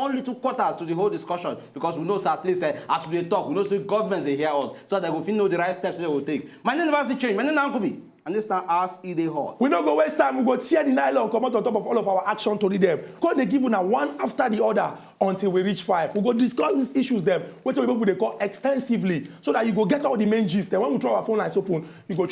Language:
Nigerian Pidgin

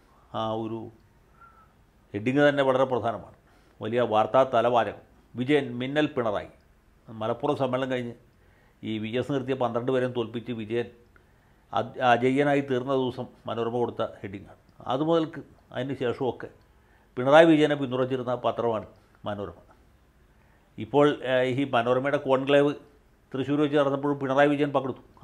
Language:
Malayalam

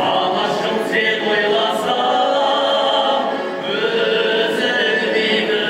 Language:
Kara-Kalpak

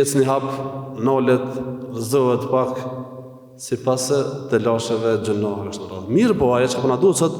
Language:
Albanian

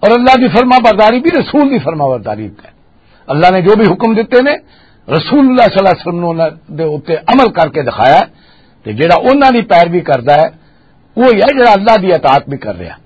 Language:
Western Panjabi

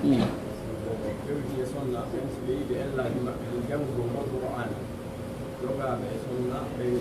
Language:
Pular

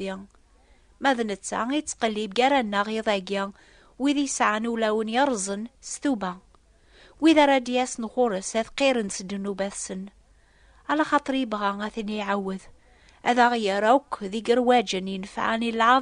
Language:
Kabyle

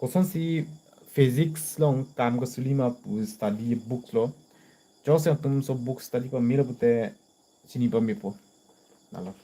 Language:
Karbi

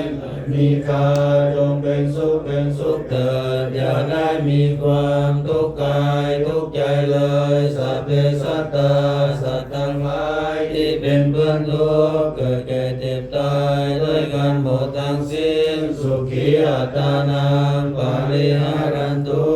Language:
Pali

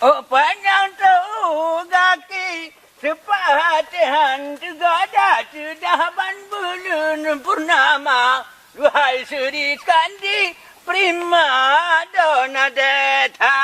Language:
Achinese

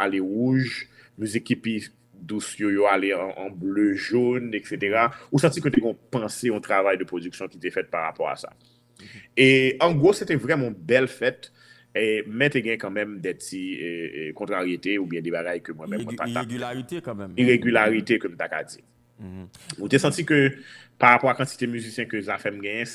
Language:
Haitian Creole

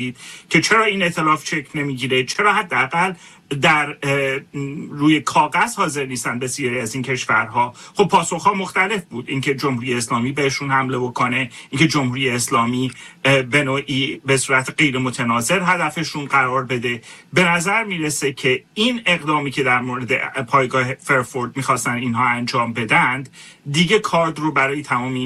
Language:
Persian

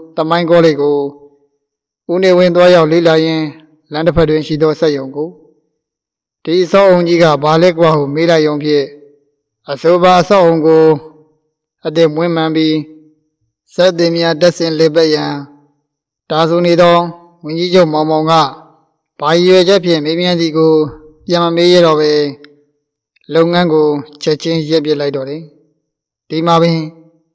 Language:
Burmese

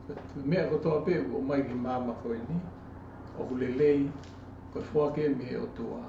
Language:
Tongan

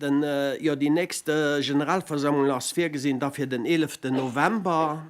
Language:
Luxembourgish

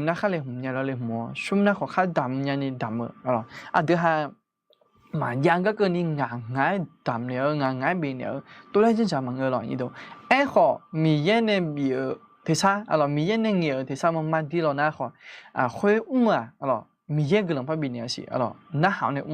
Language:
Akha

